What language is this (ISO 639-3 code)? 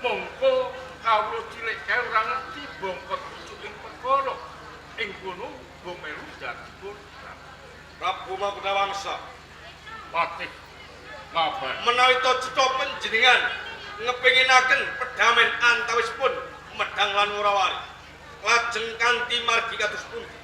jav